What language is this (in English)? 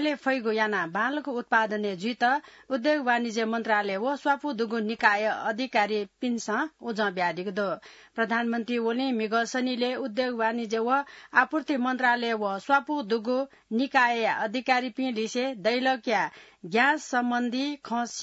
Newari